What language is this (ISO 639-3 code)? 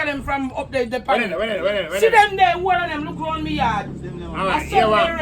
jam